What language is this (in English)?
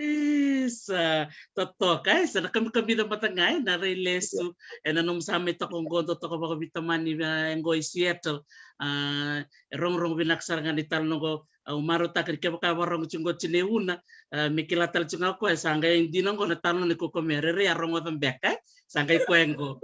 Fijian